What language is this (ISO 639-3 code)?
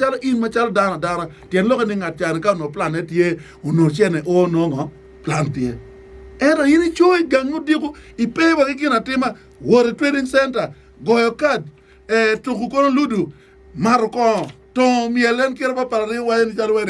ach